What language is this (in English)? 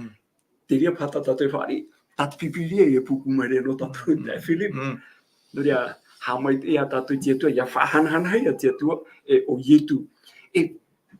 Tahitian